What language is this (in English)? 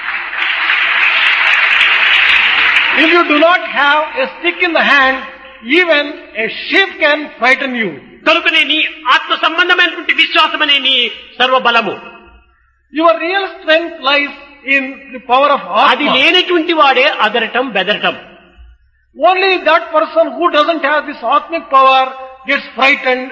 Telugu